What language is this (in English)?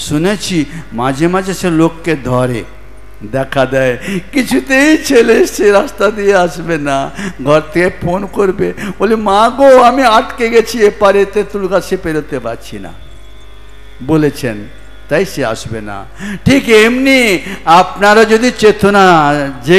Bangla